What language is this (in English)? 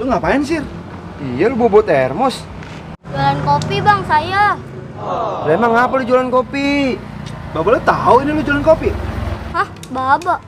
Betawi